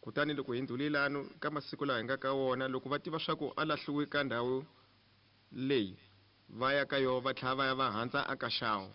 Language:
Tsonga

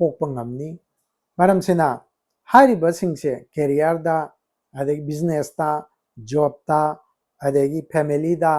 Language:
Manipuri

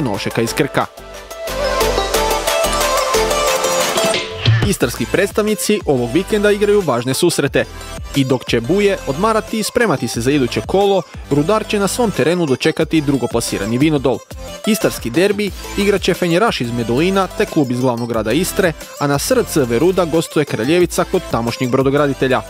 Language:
Croatian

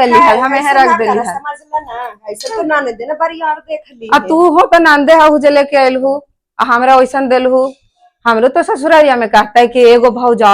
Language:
Magahi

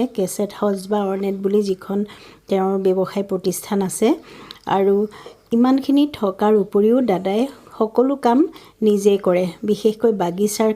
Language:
Assamese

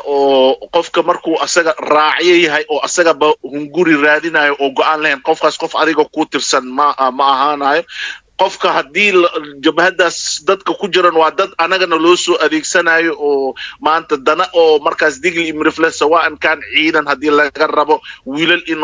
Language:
Somali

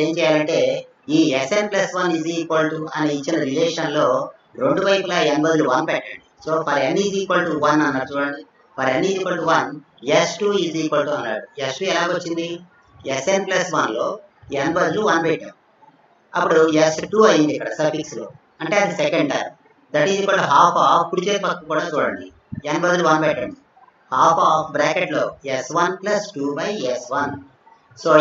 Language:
Telugu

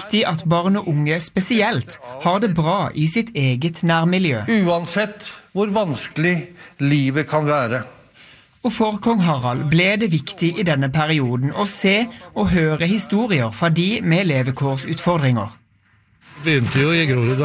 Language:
Norwegian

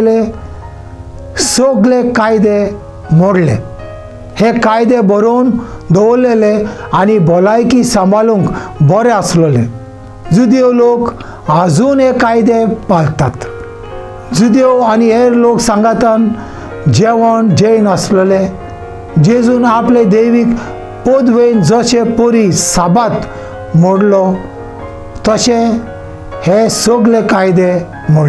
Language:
Konkani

